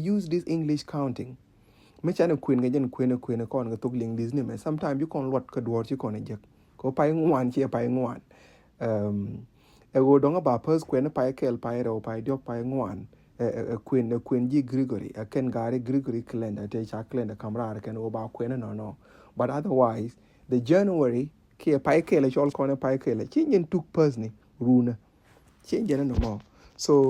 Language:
Nuer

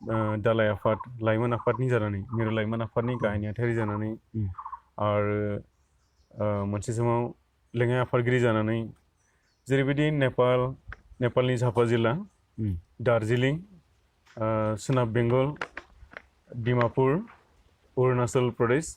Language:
Bodo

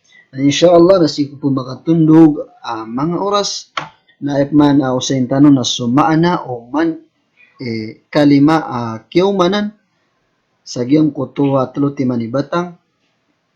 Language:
Maranao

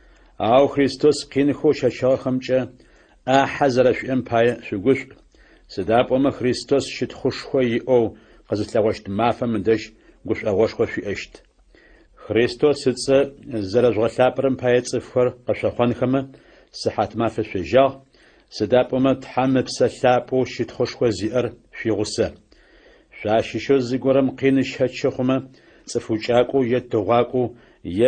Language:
Adyghe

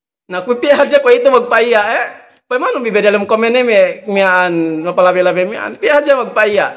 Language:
Yakan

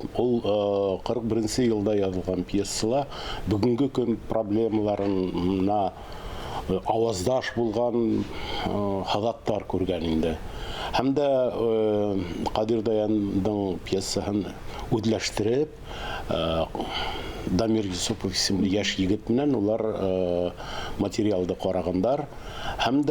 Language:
Tatar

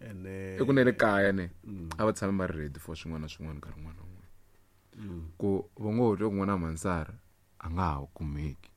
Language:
Tsonga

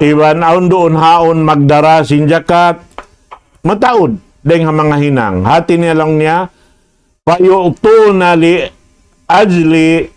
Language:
Tausug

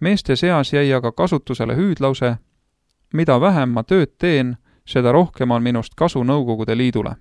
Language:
Estonian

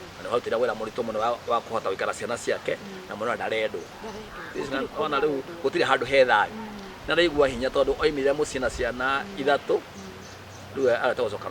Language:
Kikuyu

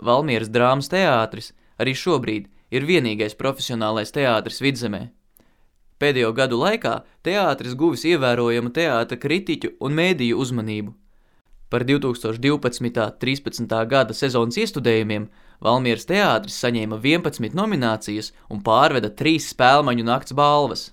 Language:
Latvian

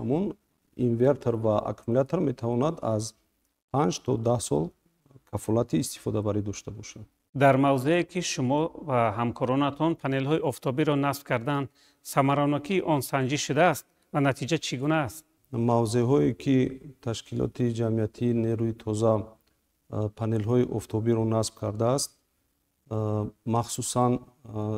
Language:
Tajik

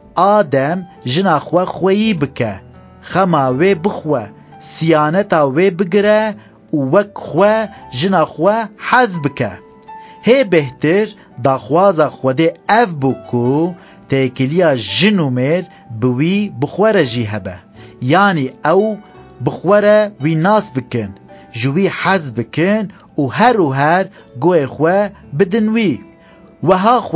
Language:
Kurdish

